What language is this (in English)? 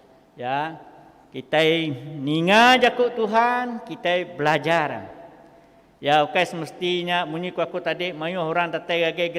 Iban